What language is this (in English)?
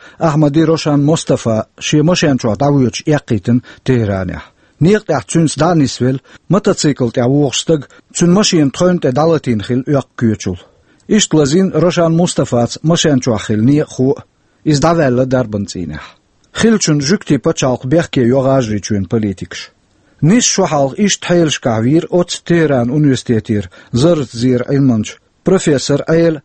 Chechen